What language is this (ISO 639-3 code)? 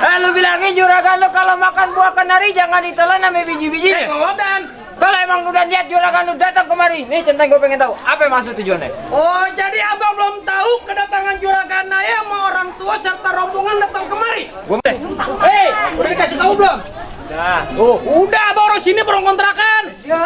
bew